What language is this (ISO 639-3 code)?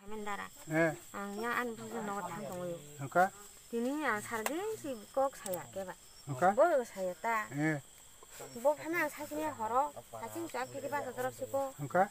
trp